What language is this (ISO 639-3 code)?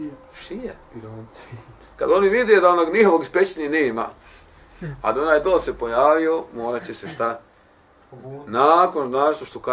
bos